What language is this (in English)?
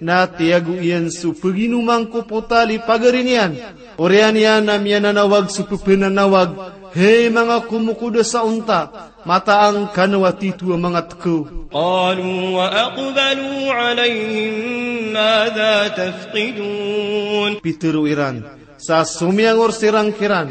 Maranao